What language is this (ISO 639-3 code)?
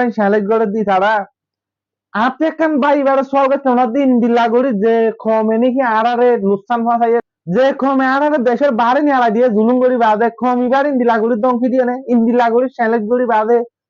rhg